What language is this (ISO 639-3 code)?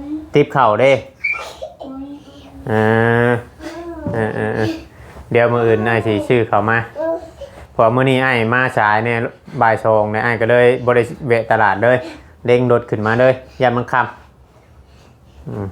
tts